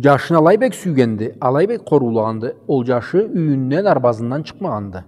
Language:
Karachay-Balkar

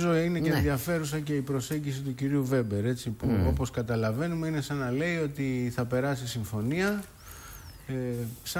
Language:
Greek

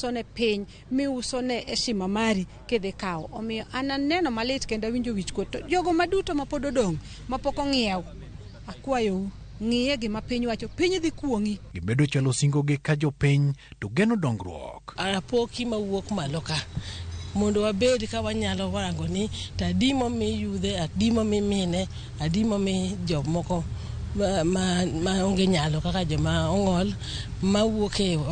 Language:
Luo (Kenya and Tanzania)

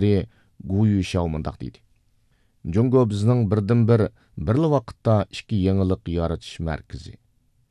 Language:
Uyghur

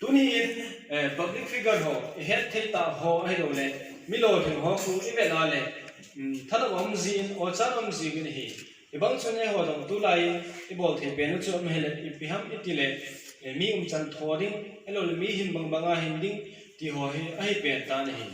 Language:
Thado Chin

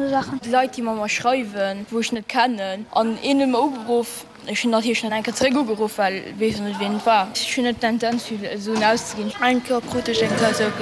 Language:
Luxembourgish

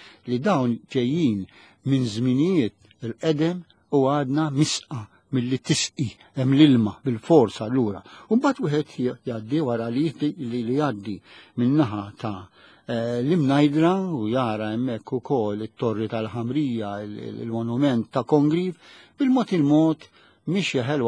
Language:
Maltese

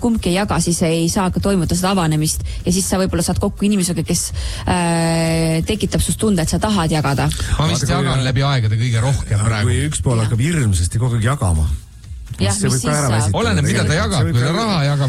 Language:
Estonian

